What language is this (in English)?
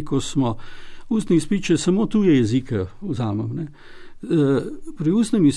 Slovenian